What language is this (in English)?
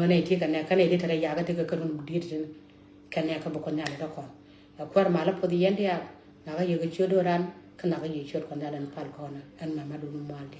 Nuer